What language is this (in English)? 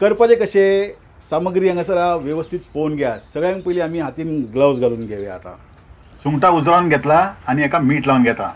Konkani